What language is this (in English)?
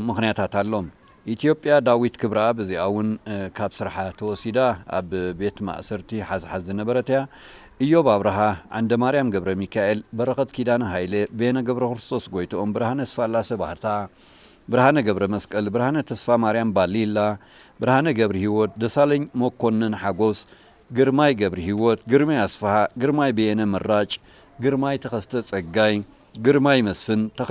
Tigrinya